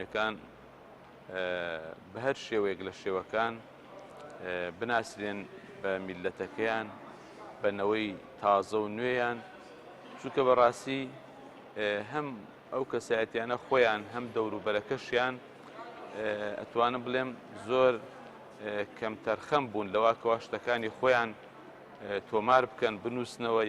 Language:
Central Kurdish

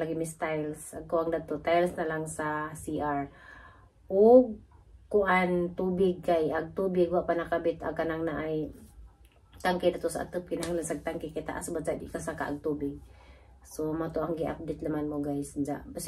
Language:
Cebuano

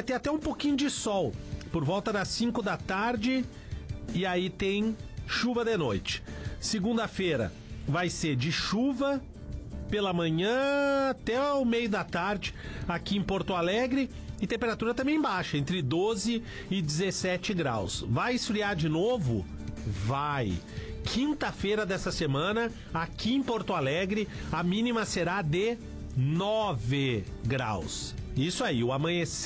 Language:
Portuguese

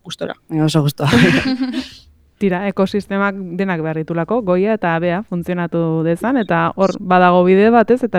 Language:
Basque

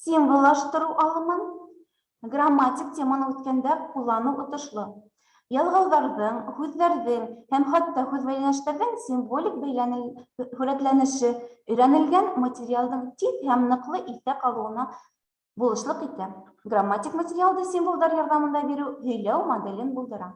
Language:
Bashkir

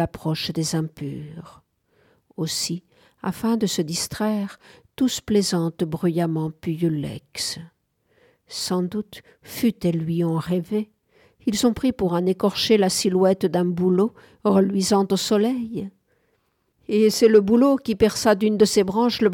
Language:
French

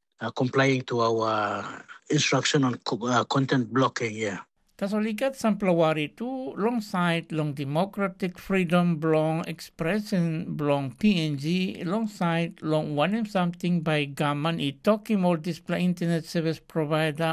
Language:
Tok Pisin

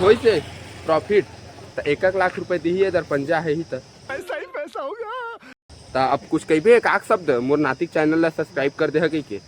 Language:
Chhattisgarhi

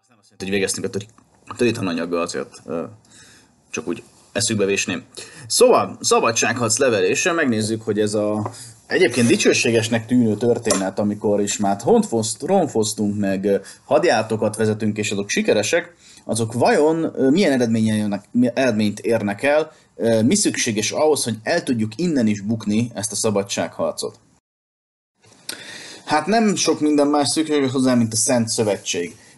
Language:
Hungarian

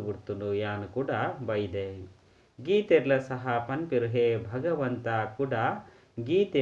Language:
Tulu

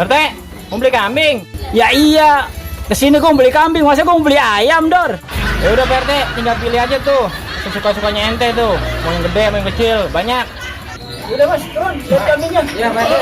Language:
Betawi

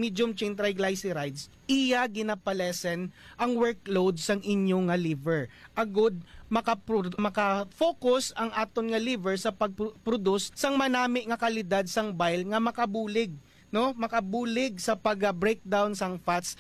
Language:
Hiligaynon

